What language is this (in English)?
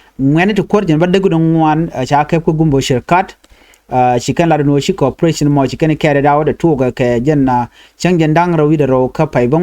Nuer